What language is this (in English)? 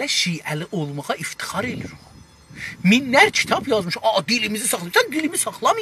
South Azerbaijani